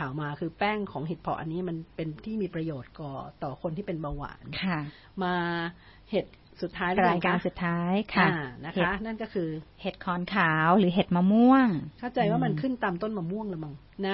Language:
Thai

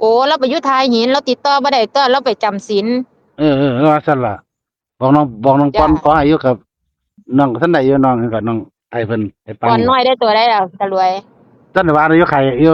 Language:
Northeastern Thai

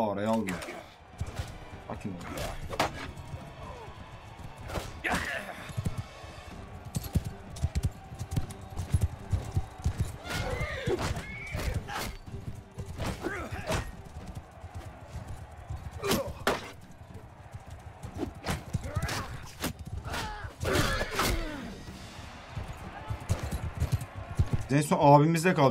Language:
Turkish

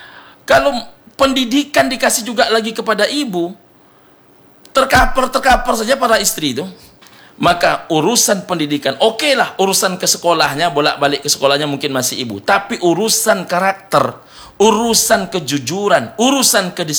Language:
Indonesian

